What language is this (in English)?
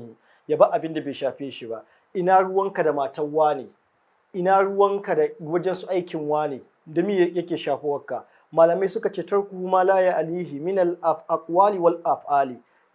Hausa